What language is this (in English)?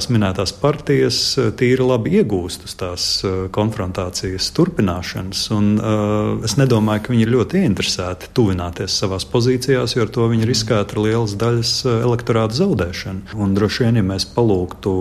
Latvian